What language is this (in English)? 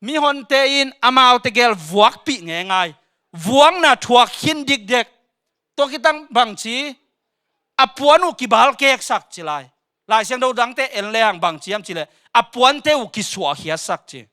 Tedim Chin